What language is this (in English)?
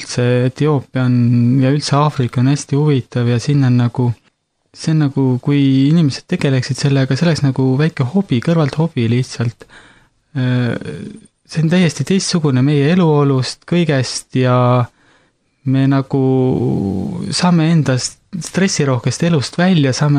Estonian